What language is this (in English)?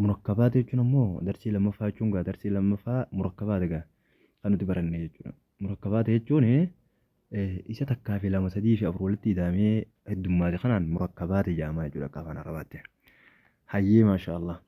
Oromo